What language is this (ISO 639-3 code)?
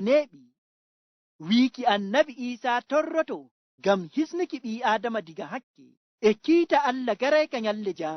ful